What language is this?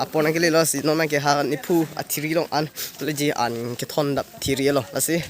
Karbi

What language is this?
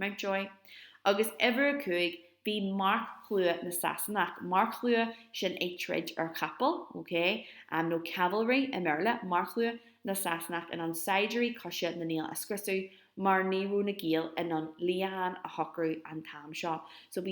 Irish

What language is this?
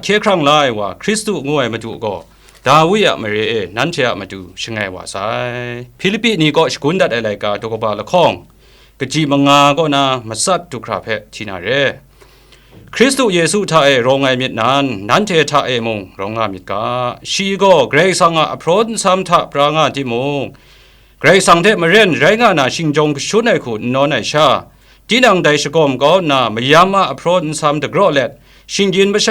Kachin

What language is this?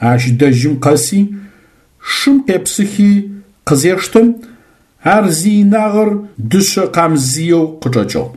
Adyghe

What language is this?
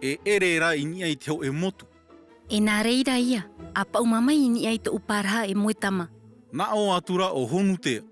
Tahitian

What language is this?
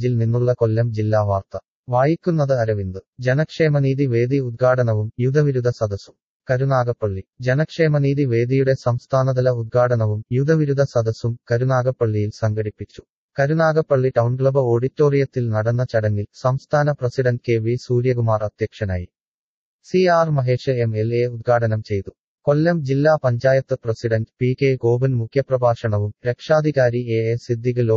Malayalam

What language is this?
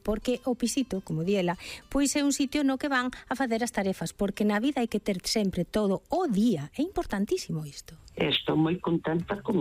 Galician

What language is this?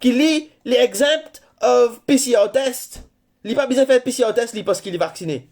Morisyen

